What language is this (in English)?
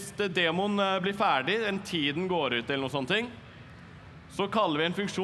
Norwegian